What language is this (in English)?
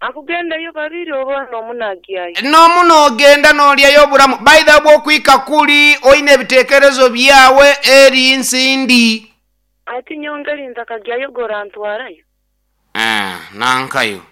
Nyoro